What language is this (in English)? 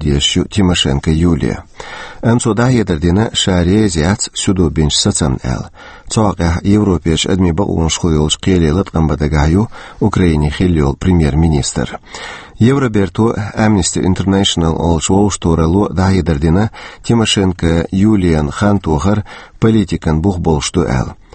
Chechen